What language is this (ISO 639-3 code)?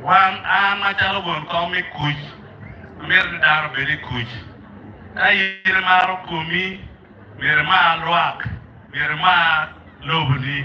ach